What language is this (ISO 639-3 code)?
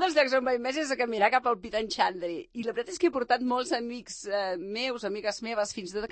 cat